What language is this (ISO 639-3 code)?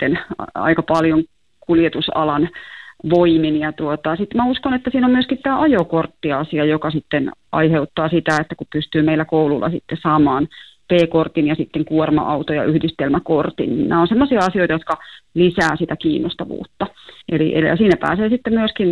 fin